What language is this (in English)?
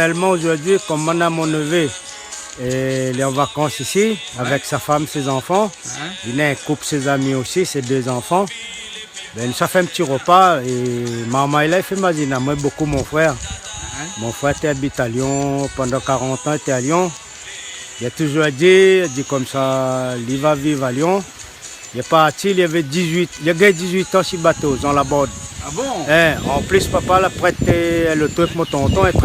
Réunion Creole French